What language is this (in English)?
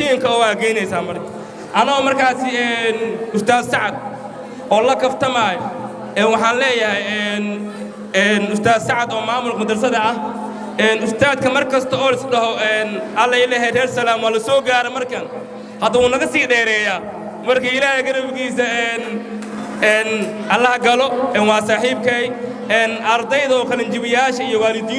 Somali